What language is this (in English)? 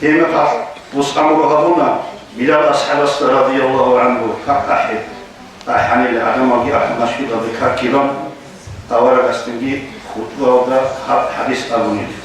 Avaric